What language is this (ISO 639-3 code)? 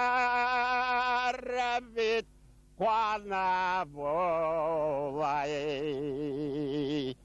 bak